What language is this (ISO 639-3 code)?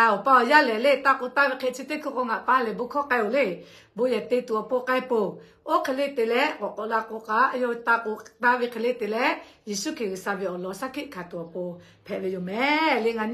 lhu